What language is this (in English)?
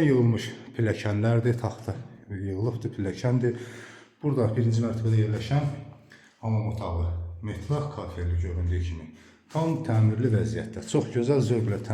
Azerbaijani